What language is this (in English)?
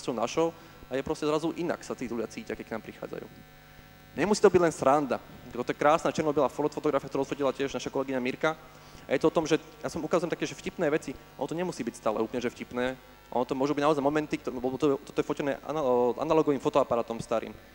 Slovak